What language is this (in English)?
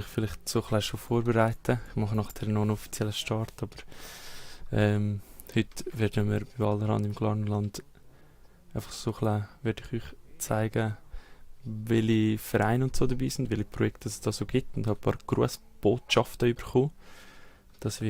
Swiss German